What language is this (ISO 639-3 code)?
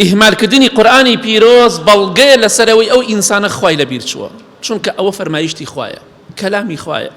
ckb